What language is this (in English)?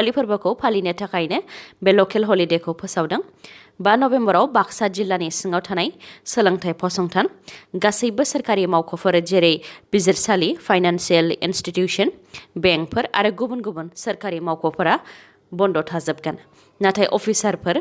Bodo